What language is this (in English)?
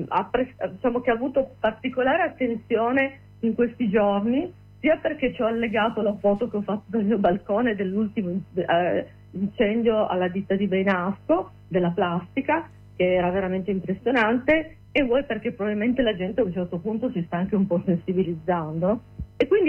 Italian